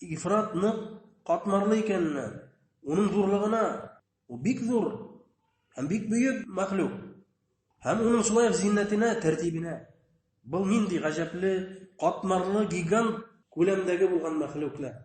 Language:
Bashkir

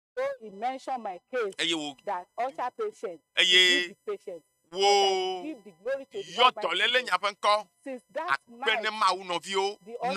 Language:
Ewe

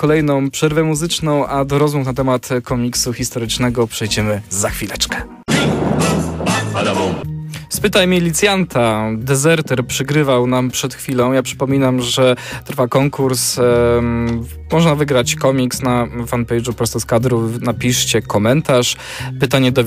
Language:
Polish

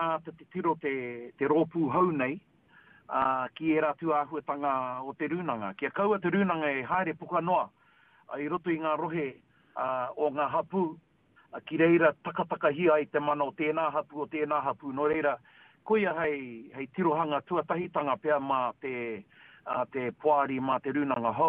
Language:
Māori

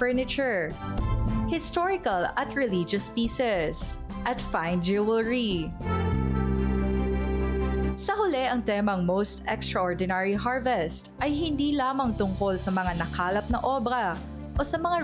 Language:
Filipino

